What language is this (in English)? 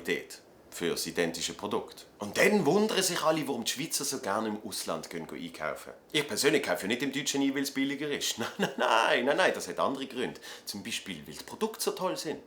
Swiss German